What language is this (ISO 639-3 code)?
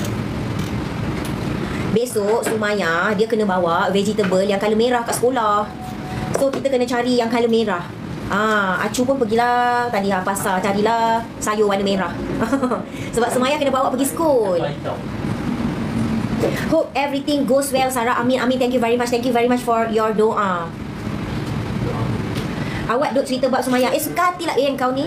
msa